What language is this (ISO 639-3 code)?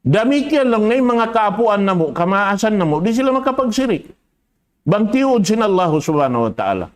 tsg